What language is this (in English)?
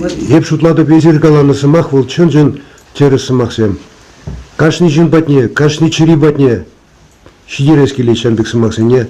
Chuvash